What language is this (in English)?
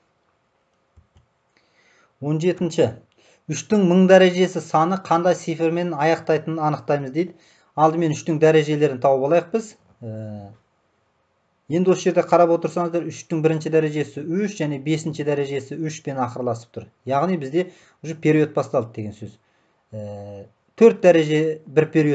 Kazakh